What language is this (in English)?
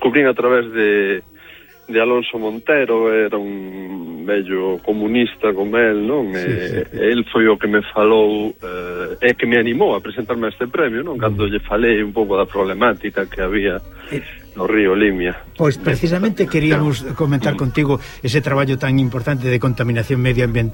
Galician